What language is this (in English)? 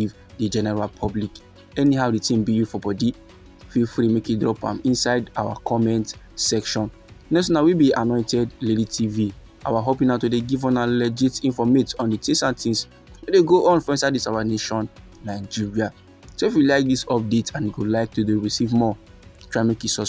Nigerian Pidgin